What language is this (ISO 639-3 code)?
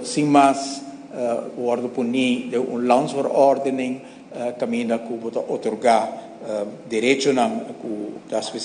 pap